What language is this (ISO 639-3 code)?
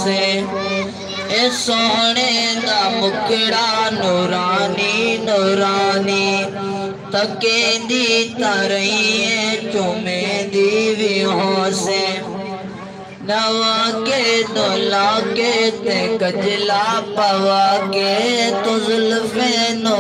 skr